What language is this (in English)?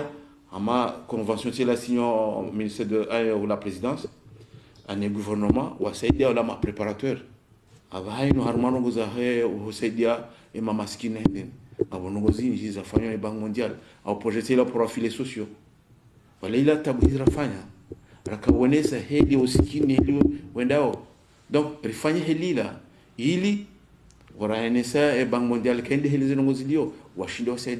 Ngazidja Comorian